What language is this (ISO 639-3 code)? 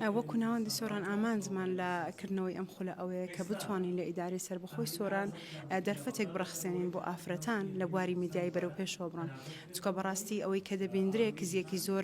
ckb